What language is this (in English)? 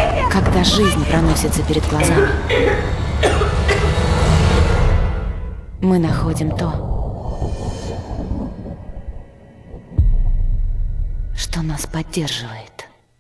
Russian